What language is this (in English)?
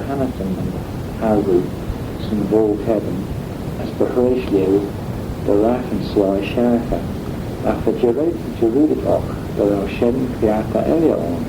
Manx